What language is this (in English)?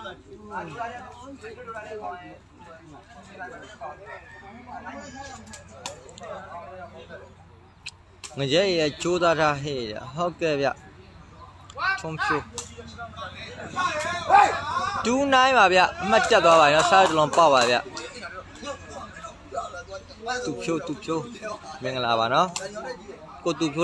Burmese